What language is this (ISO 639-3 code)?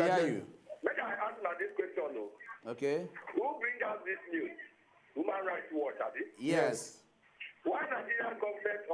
pcm